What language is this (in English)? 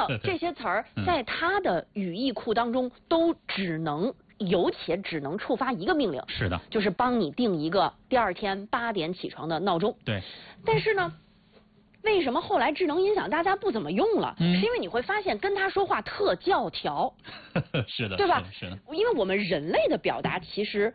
Chinese